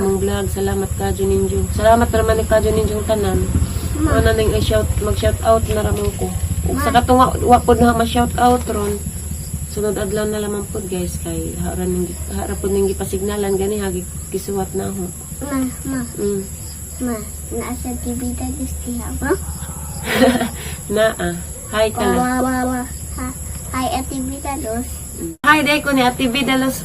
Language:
Cebuano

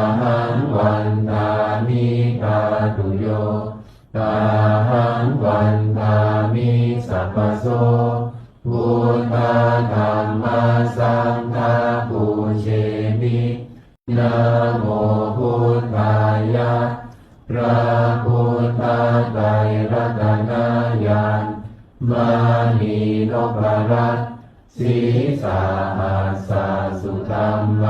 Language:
Pali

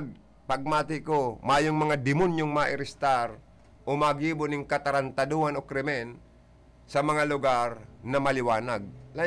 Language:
Bikol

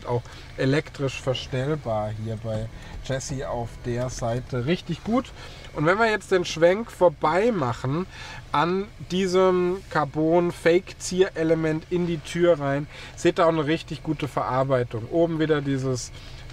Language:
German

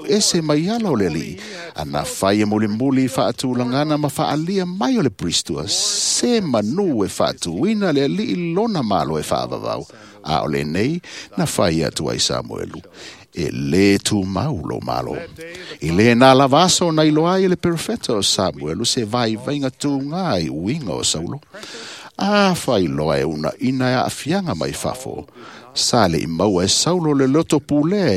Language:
Samoan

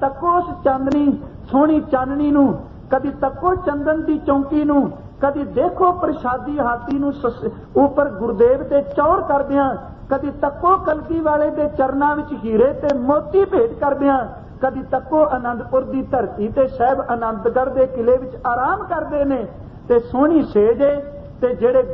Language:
Punjabi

